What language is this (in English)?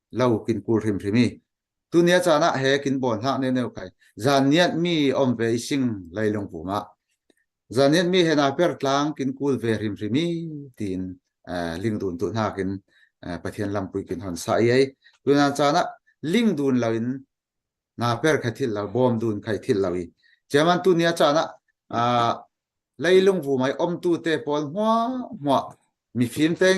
Falam Chin